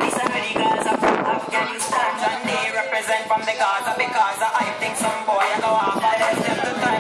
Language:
Jamaican Creole English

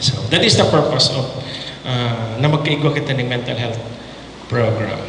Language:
Bikol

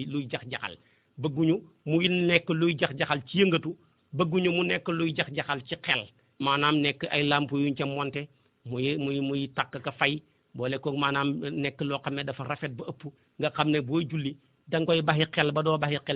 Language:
Wolof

